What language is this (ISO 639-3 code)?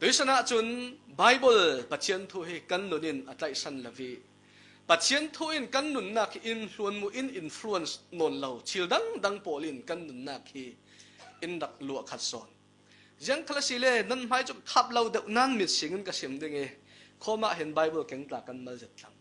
cfm